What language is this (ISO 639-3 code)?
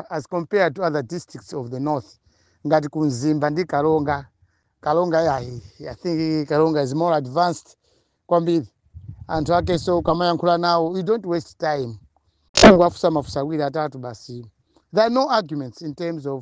nya